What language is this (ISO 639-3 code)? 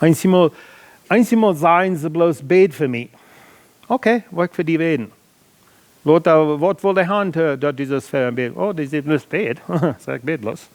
pdt